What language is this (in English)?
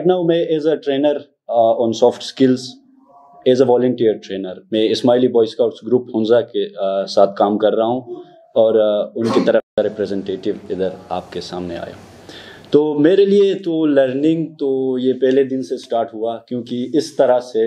Urdu